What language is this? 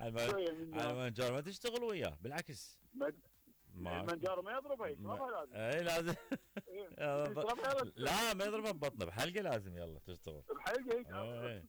Mesopotamian Arabic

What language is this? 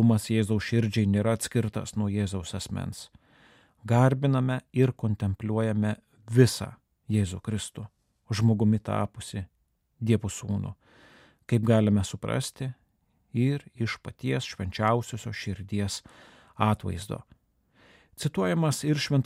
Lithuanian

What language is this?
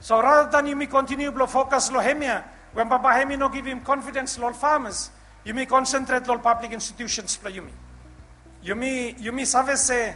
Bislama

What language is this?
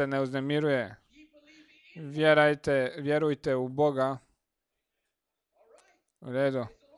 Croatian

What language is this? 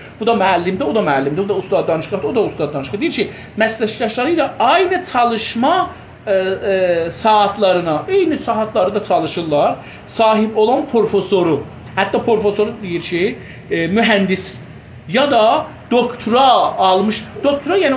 South Azerbaijani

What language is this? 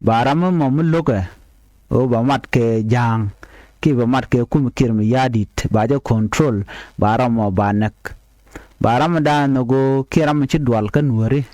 Nuer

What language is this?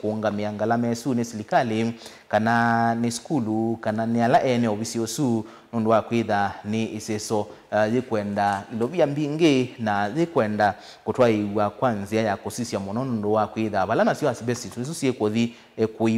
Kamba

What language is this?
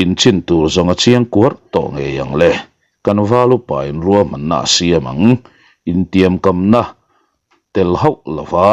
Mizo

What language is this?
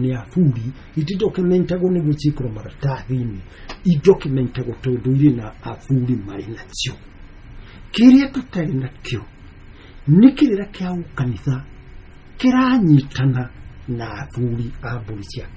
Kikuyu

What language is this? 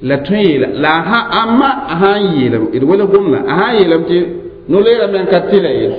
Mossi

